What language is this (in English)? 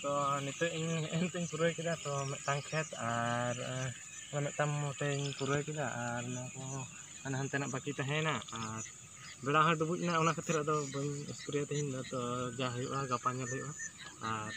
Santali